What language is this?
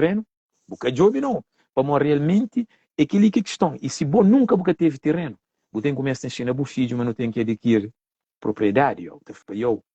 Kabuverdianu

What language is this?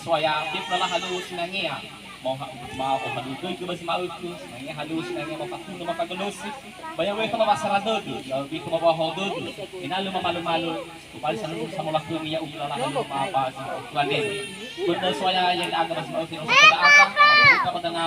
Nias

